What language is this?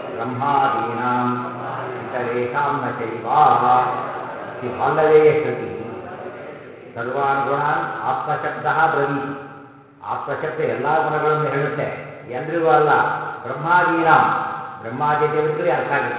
Kannada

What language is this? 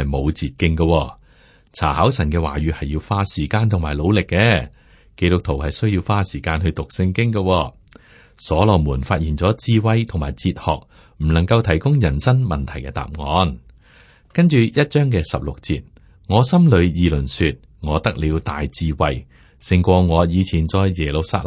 Cantonese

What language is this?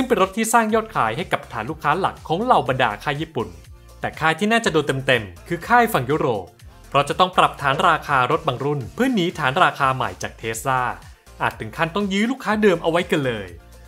Thai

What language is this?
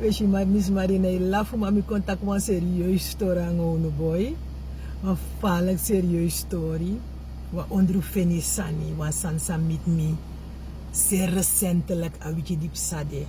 Sranan Tongo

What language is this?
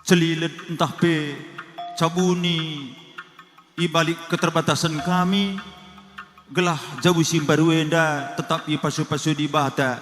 Batak Karo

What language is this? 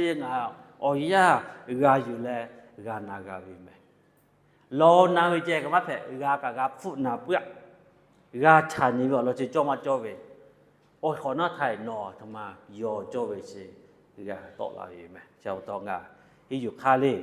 Lahu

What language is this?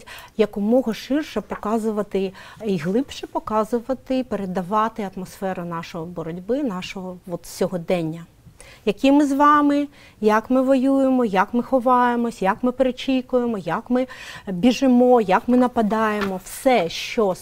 Ukrainian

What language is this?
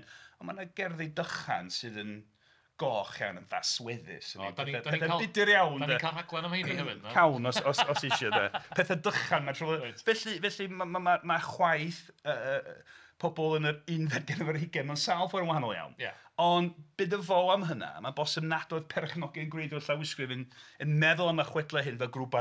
Welsh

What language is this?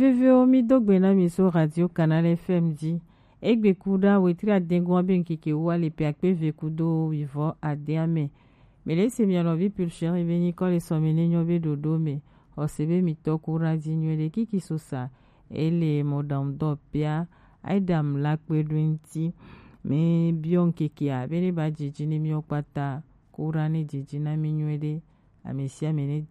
Gen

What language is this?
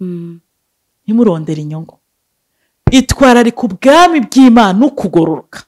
Rundi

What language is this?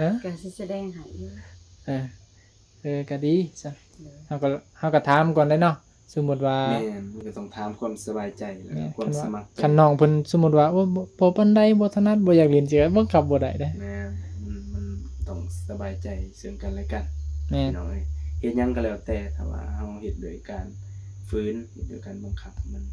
Northeastern Thai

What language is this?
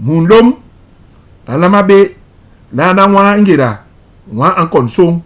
Basaa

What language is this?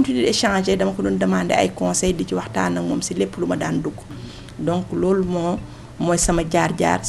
Wolof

